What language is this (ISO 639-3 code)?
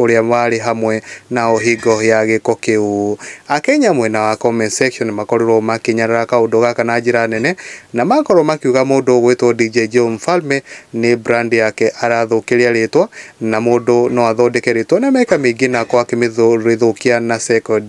kik